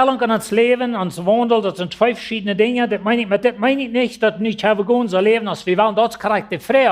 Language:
Plautdietsch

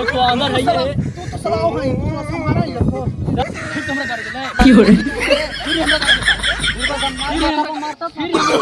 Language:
Magahi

